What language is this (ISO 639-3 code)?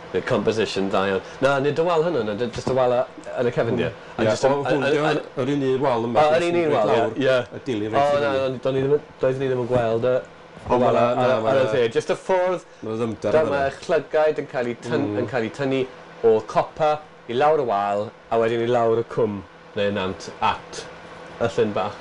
cym